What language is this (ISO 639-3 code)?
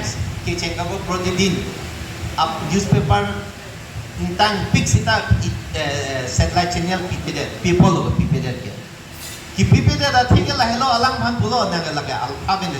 mjw